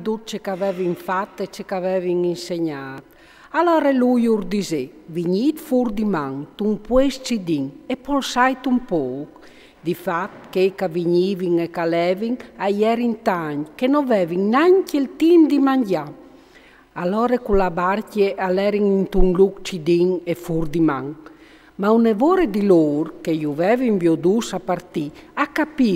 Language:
Friulian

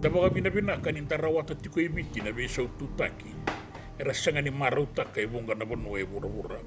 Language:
Fijian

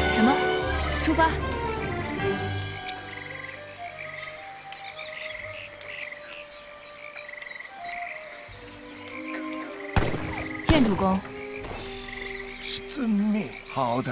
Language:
Chinese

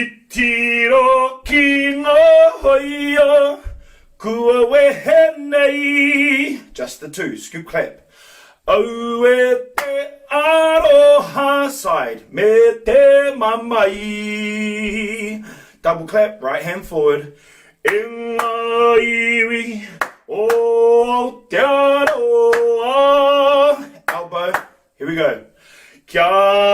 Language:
Māori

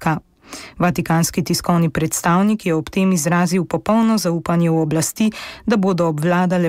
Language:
Slovenian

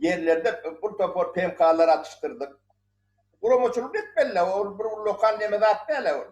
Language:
Turkmen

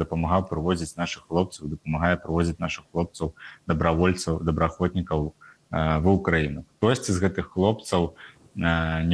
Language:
Belarusian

